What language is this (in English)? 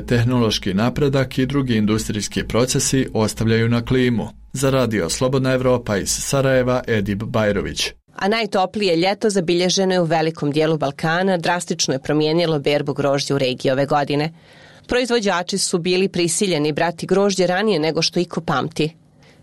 Bosnian